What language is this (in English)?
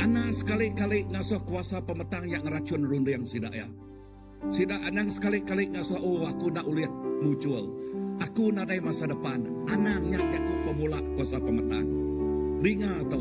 Iban